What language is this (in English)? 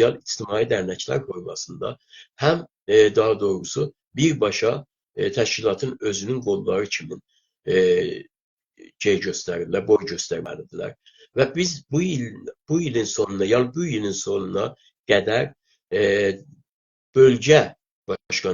South Azerbaijani